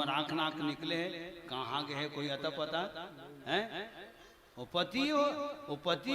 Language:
Chhattisgarhi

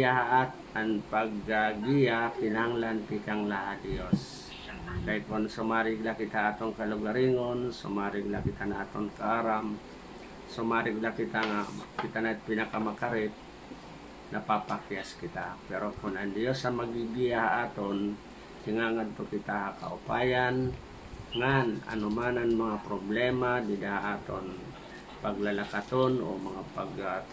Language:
Waray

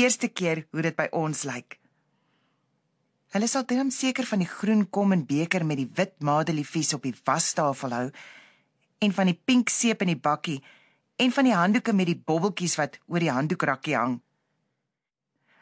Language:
Afrikaans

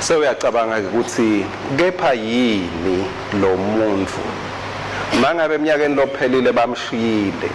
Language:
Swati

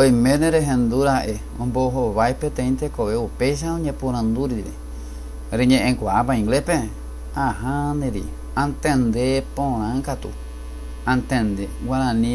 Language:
Guarani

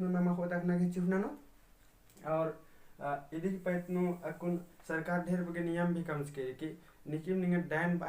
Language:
Kurukh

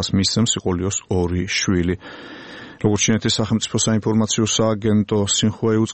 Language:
Georgian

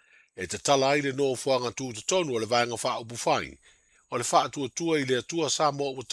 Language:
Samoan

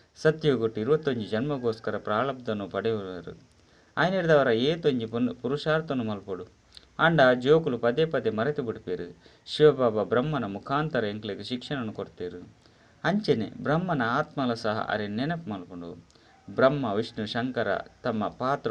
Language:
Tulu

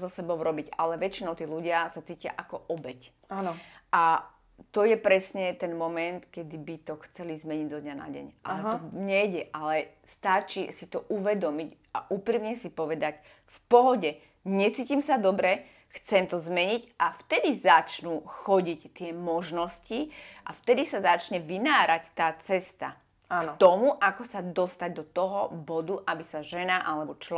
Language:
Slovak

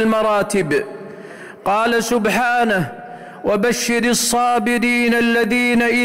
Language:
Arabic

